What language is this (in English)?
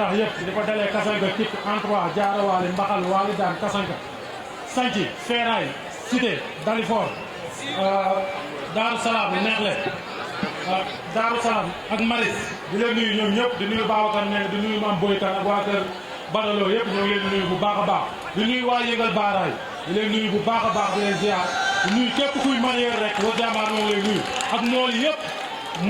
Wolof